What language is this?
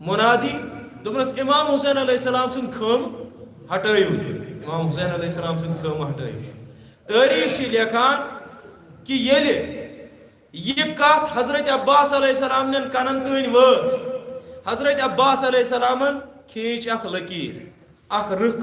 Kashmiri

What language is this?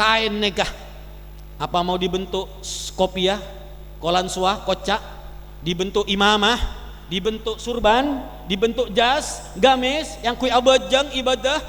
Madurese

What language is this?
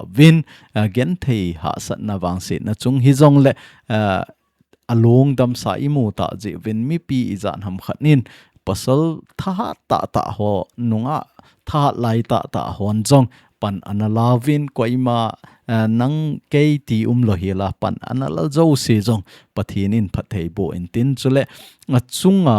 Thado Chin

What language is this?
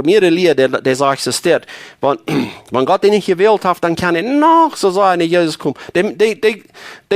Plautdietsch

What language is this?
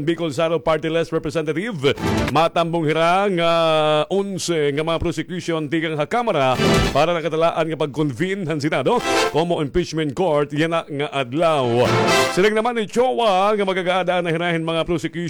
Waray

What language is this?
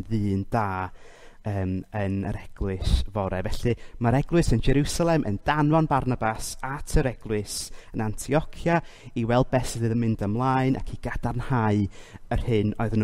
Welsh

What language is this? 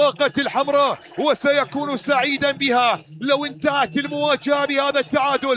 Mesopotamian Arabic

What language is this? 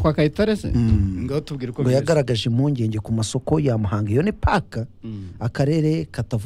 Kinyarwanda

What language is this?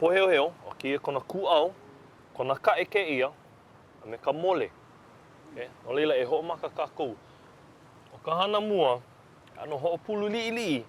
Hawaiian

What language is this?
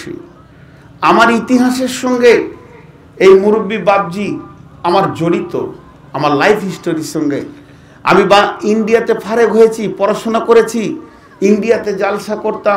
Bangla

